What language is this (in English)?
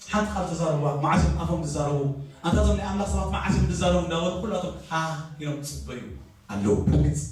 Tigrinya